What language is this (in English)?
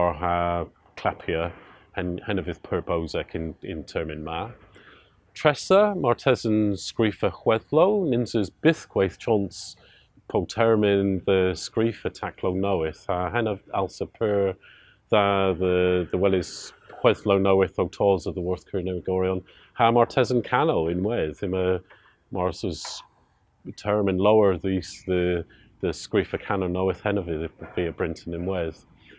Cornish